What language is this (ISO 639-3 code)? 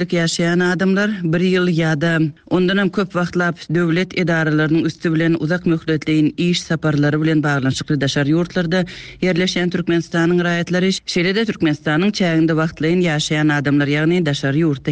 tuk